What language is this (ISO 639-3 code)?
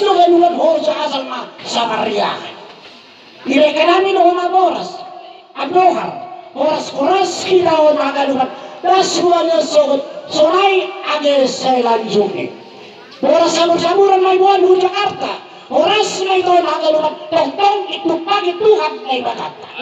bts